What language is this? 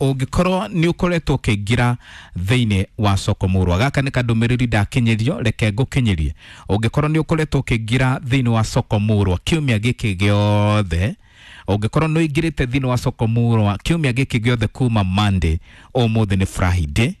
Kikuyu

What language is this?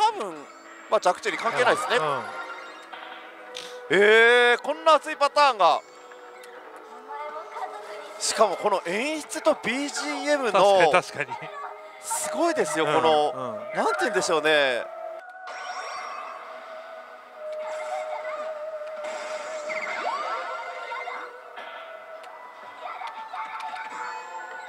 Japanese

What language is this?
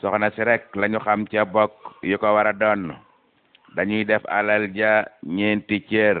Wolof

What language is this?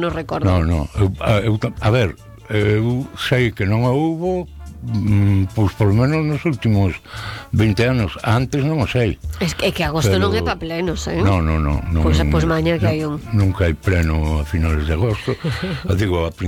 Galician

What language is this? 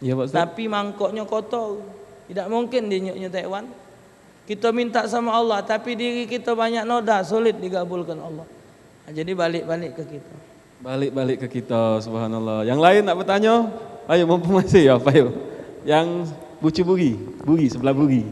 Musi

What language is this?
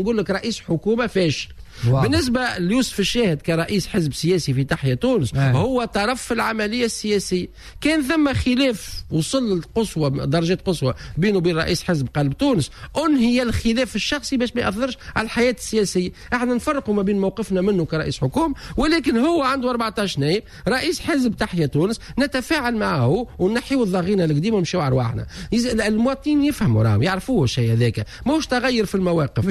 Tunisian Arabic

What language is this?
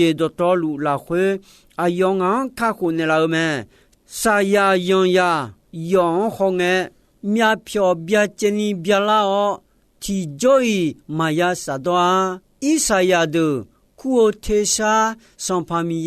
Akha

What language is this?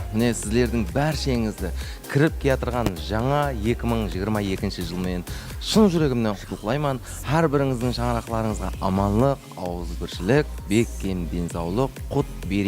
Kara-Kalpak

